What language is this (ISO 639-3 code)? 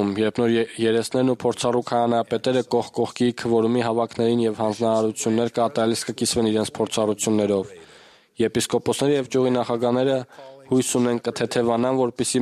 hye